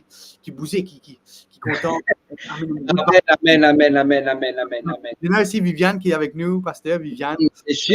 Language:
Morisyen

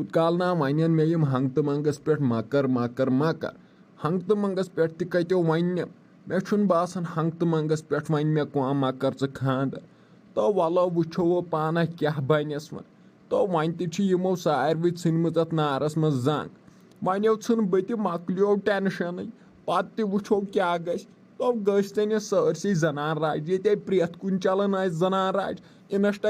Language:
Kashmiri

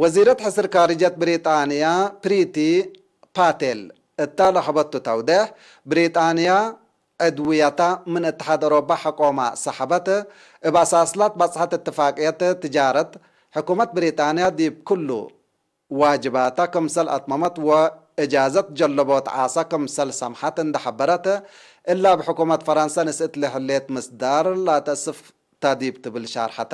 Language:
Tigre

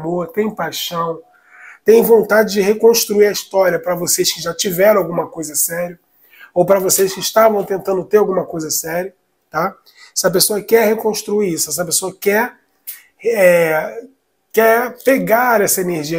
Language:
Portuguese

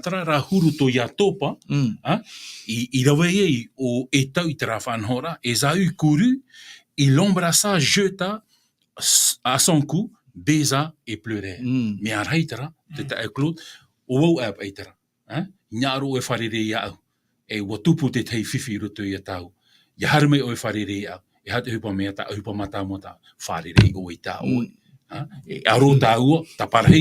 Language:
Tahitian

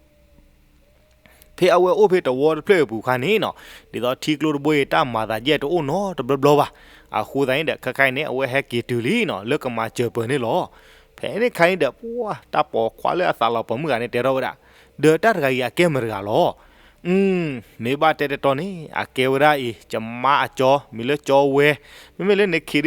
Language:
S'gaw Karen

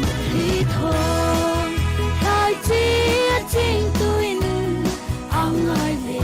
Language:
Falam Chin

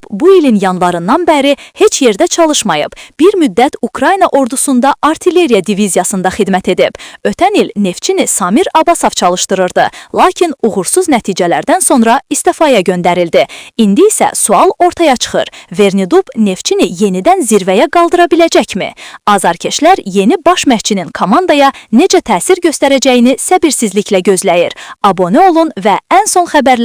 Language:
Azerbaijani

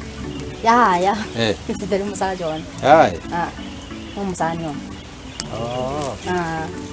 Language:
Gusii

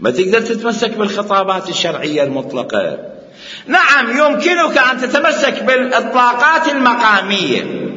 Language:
Mesopotamian Arabic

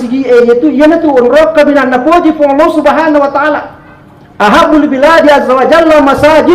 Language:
Buginese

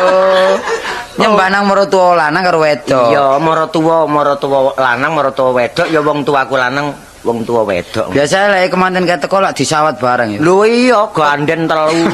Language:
Javanese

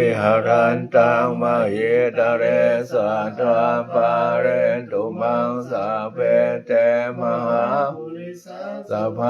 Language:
Pali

